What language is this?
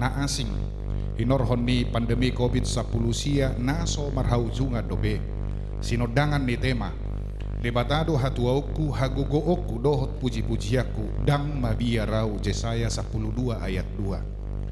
Batak Toba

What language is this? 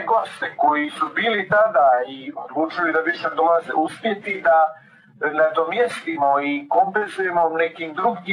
Bosnian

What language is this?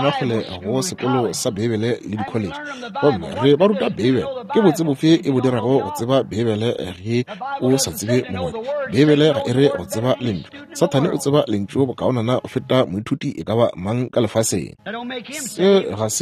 Northern Sotho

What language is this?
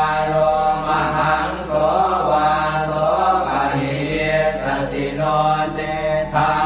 Pali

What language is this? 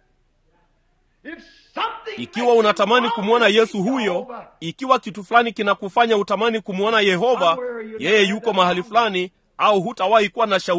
Swahili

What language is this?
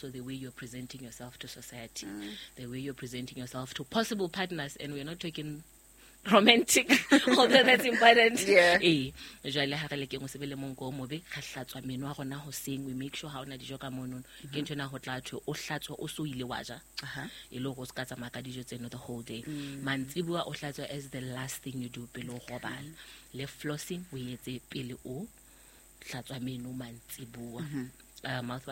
Southern Sotho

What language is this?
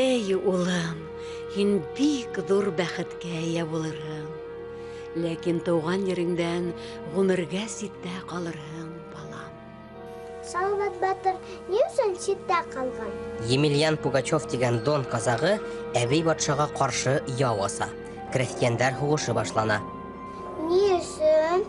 Bashkir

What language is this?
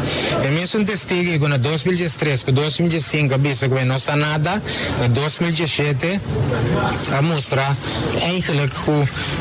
Papiamento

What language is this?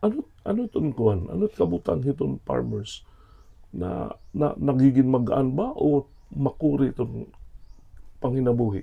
Waray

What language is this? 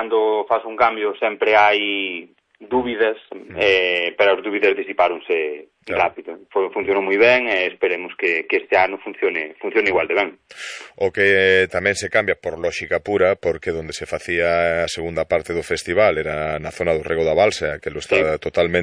Galician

